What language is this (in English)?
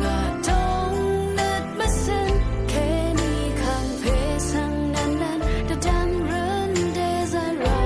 Rawang